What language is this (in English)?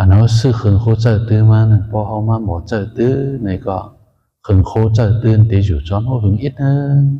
Shan